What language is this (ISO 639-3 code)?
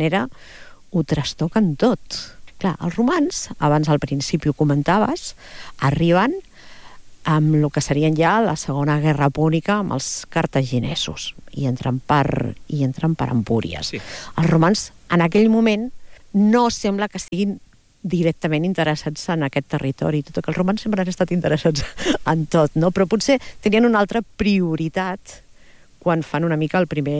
cat